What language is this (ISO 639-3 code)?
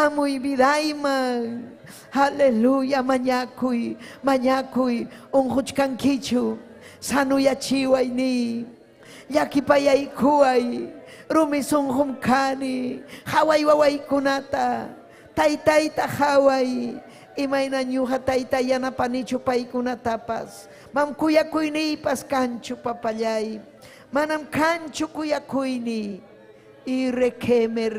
quy